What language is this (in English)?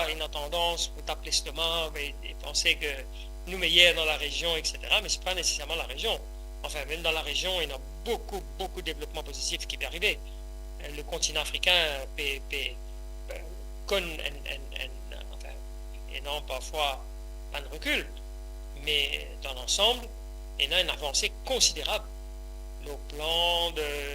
Morisyen